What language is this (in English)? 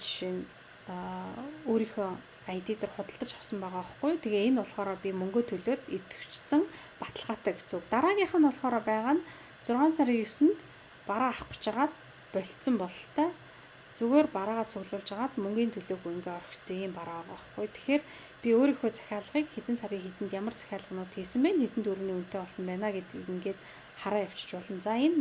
Mongolian